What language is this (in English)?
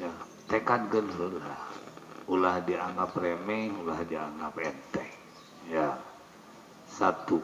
Sundanese